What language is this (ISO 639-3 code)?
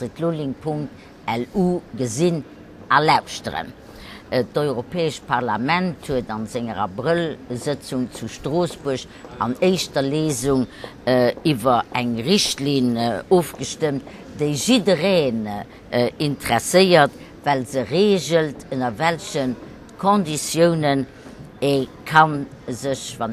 ltz